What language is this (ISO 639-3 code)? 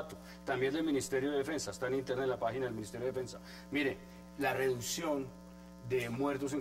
spa